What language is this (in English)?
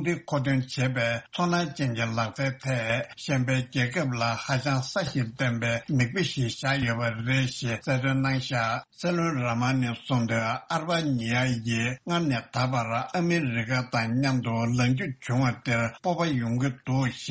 Tibetan